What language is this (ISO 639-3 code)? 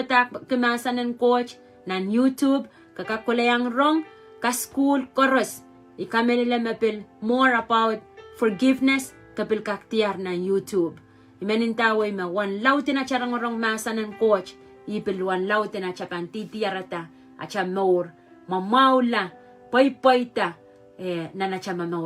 pon